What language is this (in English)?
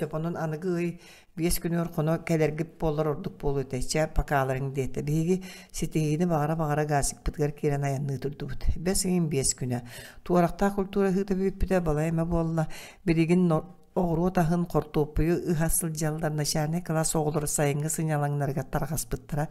Yakut